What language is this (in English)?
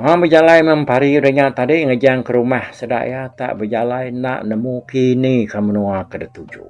Iban